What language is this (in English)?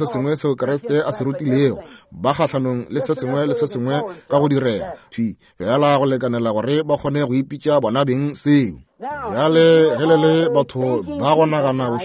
Northern Sotho